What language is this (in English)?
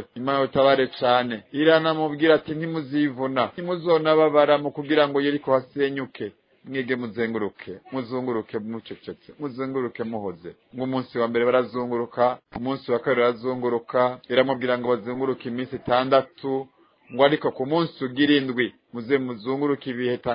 Rundi